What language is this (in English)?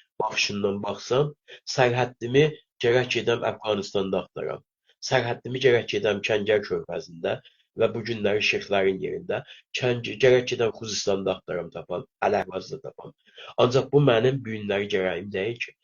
South Azerbaijani